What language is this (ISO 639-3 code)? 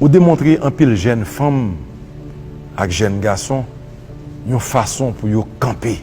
hat